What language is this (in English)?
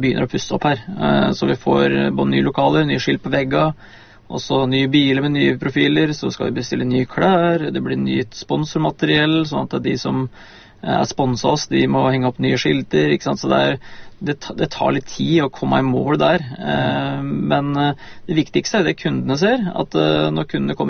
Norwegian